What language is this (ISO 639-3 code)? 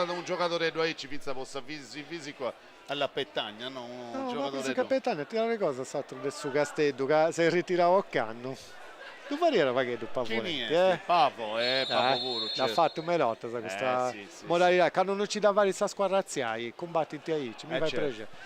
srd